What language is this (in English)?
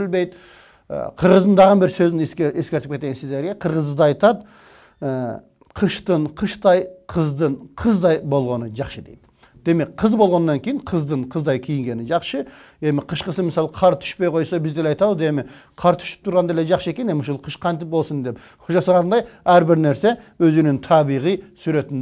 Kyrgyz